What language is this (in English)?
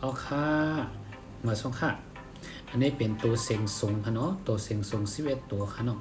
Shan